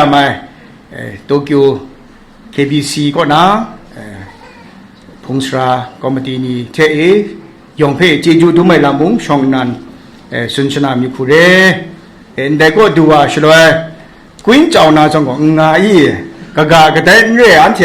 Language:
Kachin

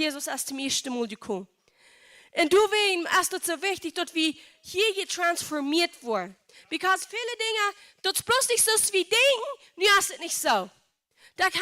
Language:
Plautdietsch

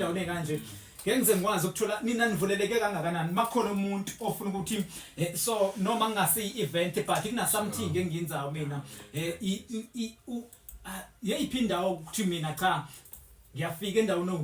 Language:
Zulu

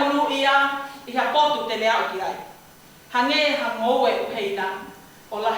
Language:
Tongan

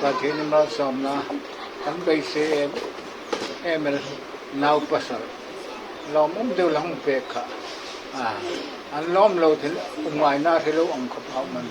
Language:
Hmar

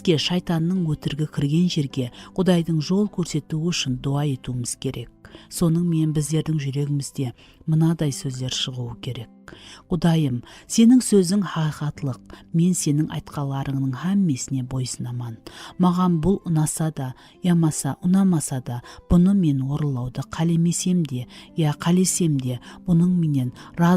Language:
Kara-Kalpak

